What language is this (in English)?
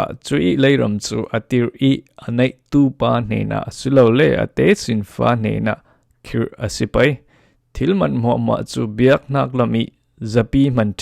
Falam Chin